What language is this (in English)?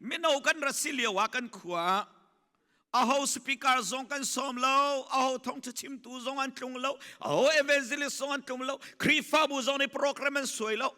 Hakha Chin